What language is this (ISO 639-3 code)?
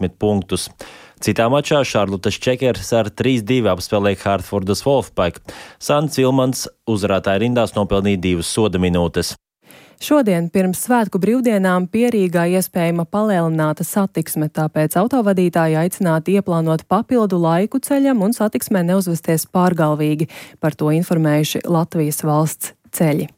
lav